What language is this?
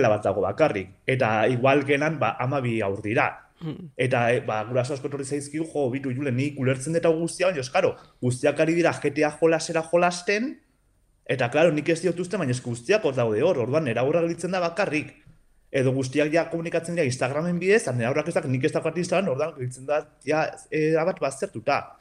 Basque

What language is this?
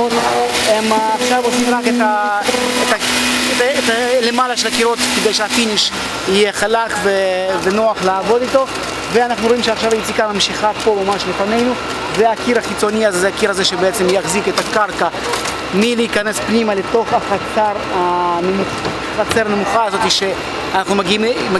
Hebrew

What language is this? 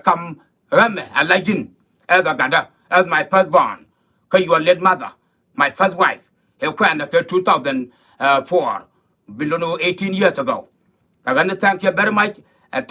Nuer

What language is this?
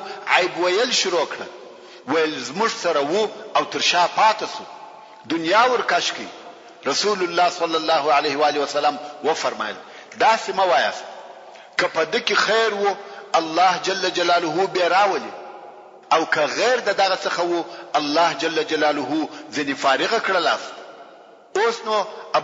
Pashto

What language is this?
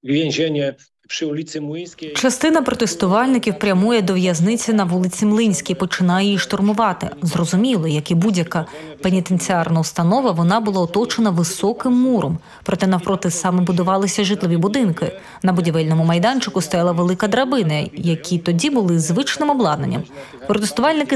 Ukrainian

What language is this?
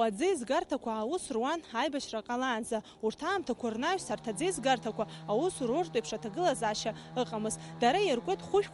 Abkhazian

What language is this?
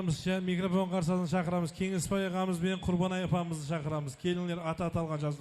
Kara-Kalpak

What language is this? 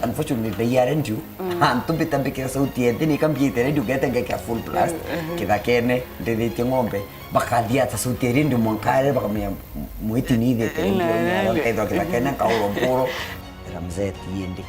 Meru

